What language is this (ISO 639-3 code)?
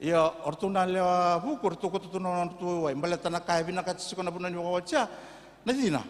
fij